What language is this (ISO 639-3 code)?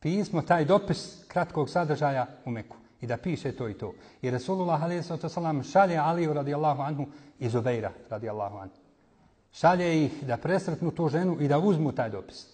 bos